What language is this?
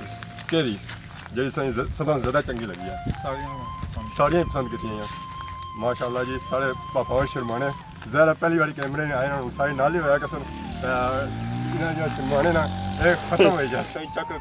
Pahari-Potwari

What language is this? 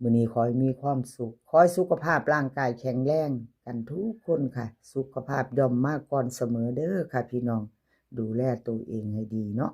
Northeastern Thai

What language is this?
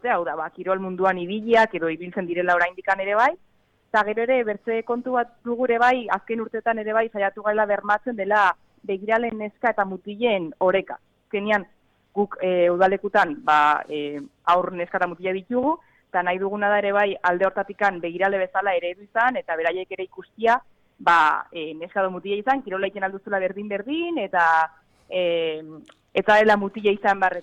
Basque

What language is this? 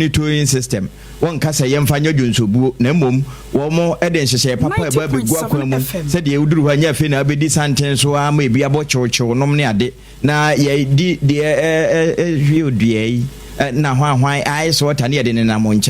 Akan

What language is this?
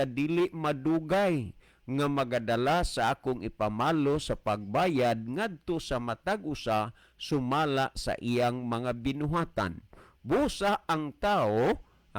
Cebuano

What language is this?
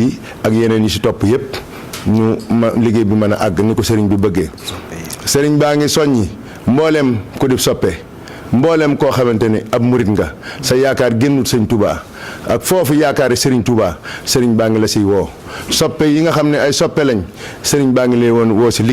Wolof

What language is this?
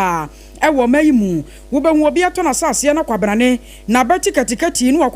Akan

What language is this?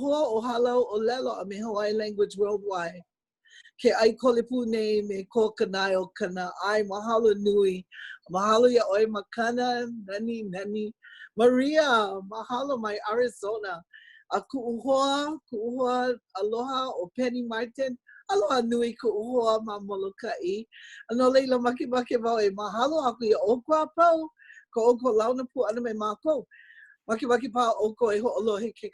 Hawaiian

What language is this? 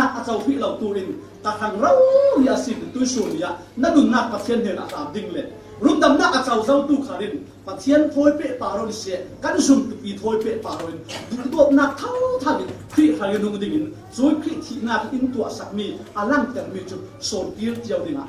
Falam Chin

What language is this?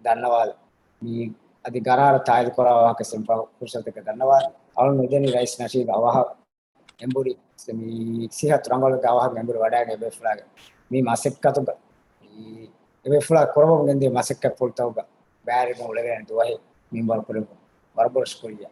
Divehi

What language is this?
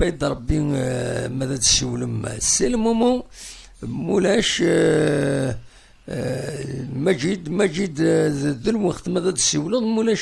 Kabyle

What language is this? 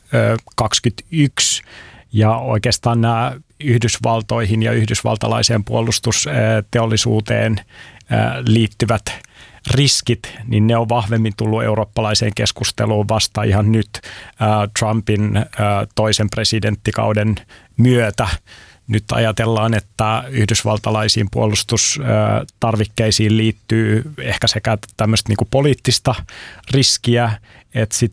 Finnish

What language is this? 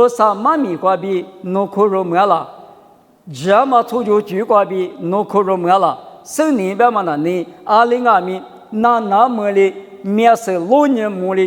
Lisu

